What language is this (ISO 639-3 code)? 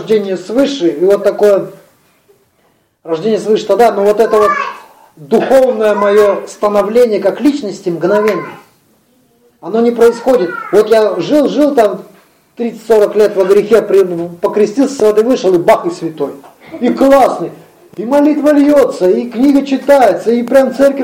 rus